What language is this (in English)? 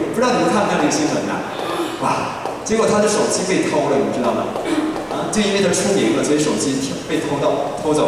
Chinese